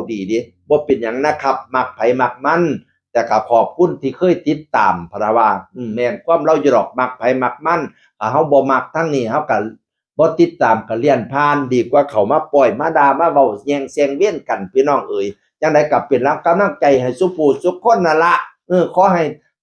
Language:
Northeastern Thai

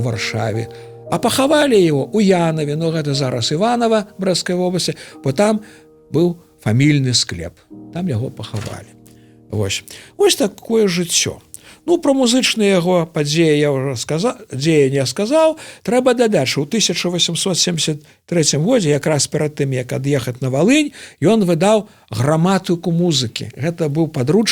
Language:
Belarusian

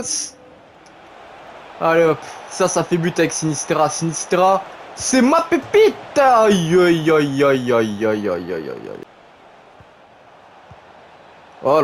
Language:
French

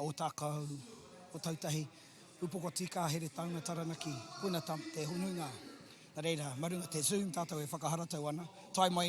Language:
Māori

